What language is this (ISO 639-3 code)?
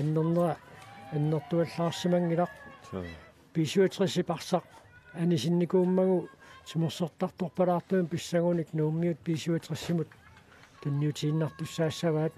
kal